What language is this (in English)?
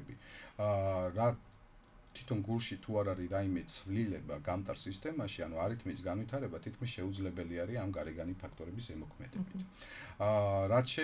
Georgian